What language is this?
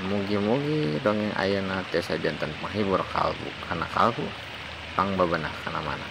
Sundanese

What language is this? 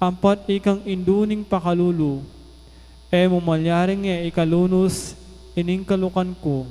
Pampanga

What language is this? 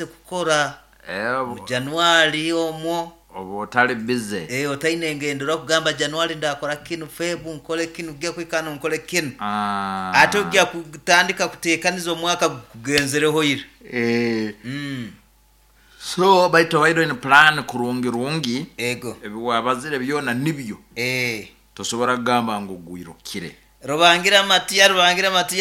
Nyoro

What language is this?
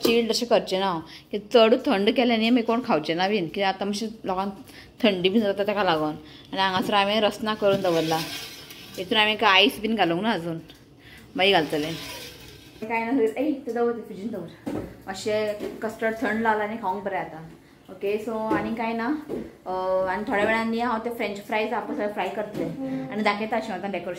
Konkani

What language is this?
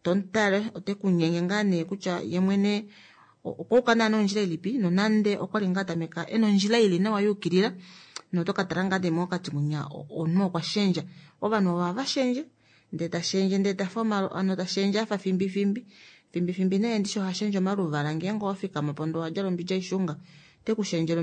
Kuanyama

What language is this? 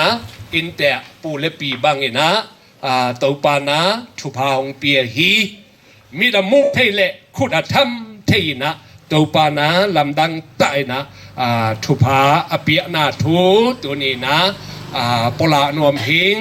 Tedim Chin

